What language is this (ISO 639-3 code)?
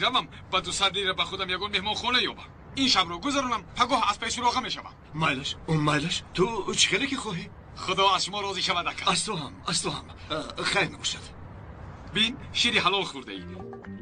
tgk